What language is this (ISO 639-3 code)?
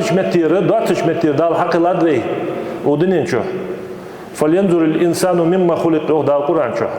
inh